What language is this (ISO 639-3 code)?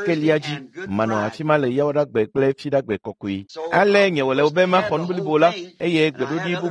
ewe